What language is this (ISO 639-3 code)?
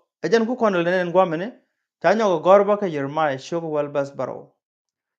nus